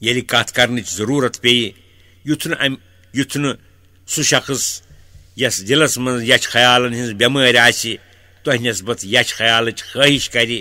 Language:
Kashmiri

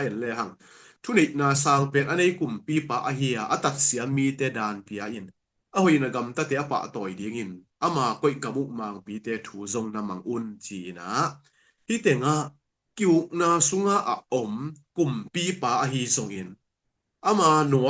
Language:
Tedim Chin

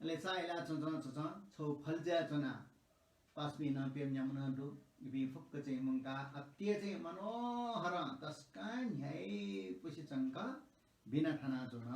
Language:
Newari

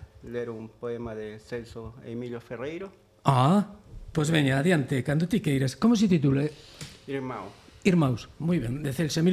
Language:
Galician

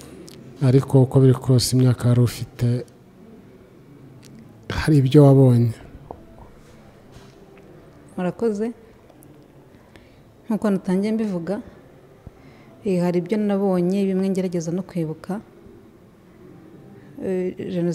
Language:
Kinyarwanda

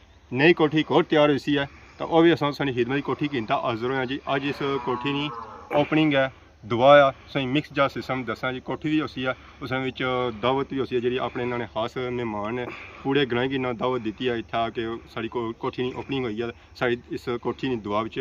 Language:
Pahari-Potwari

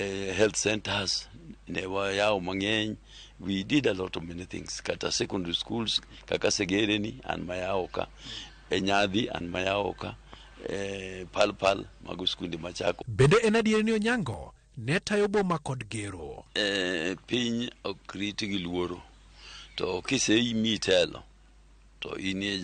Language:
Luo (Kenya and Tanzania)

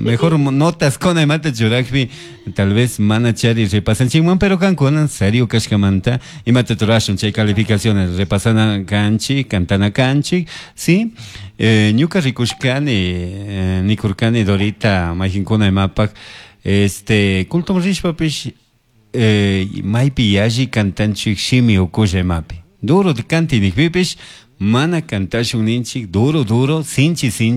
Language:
Chimborazo Highland Quichua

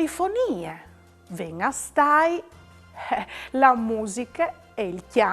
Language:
Friulian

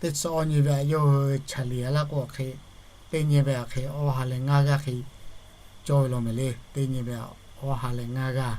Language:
Lahu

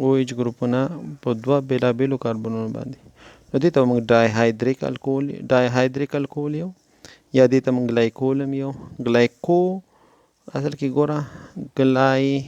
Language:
Pashto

